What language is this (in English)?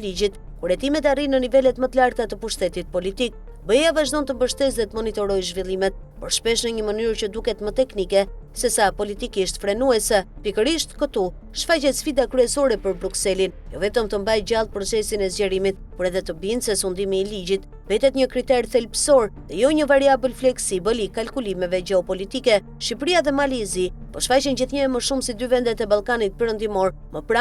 Albanian